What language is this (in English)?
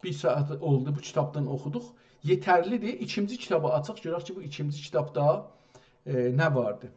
South Azerbaijani